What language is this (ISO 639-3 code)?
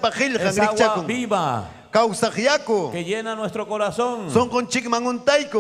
quy